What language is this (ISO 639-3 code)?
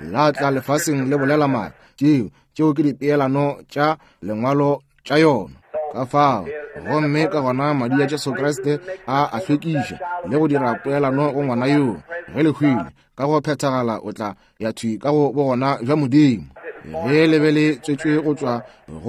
nso